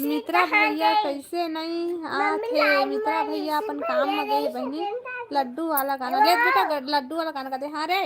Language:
Chhattisgarhi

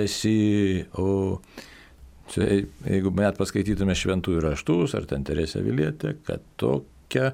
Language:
Lithuanian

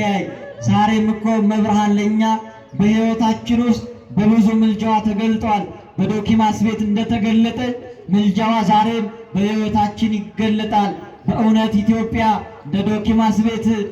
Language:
Amharic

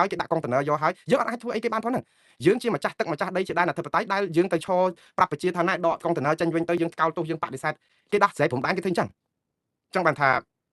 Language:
Khmer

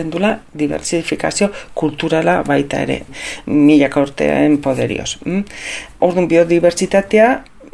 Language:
Basque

